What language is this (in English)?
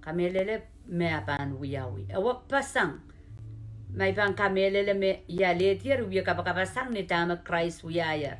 Pohnpeian